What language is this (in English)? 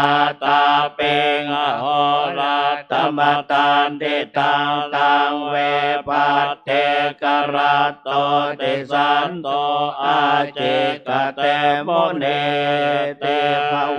Pali